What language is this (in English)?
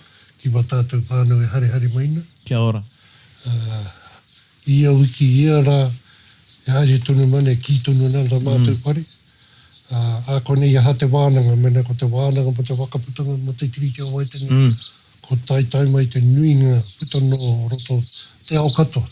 Māori